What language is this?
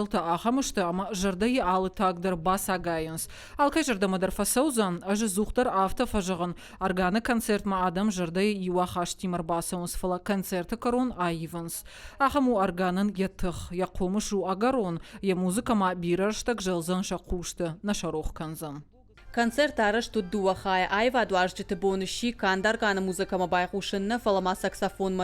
Ossetic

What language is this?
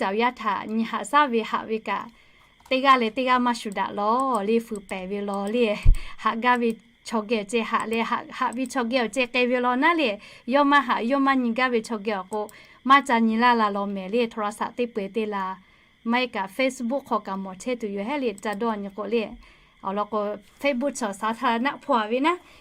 Lahu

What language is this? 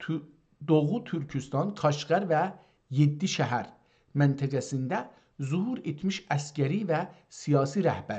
South Azerbaijani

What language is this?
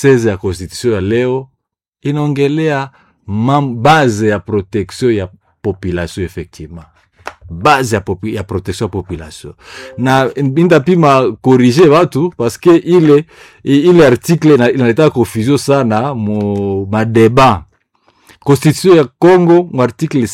Swahili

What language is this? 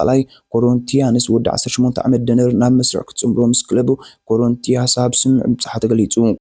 Tigrinya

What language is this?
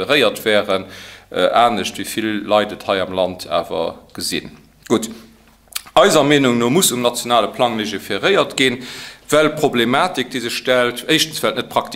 Luxembourgish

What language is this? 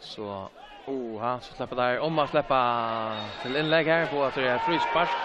Faroese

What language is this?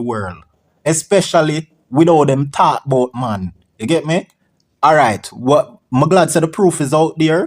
Jamaican Creole English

